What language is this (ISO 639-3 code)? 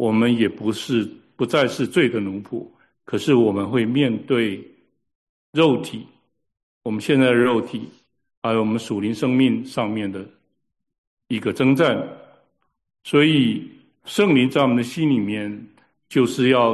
zho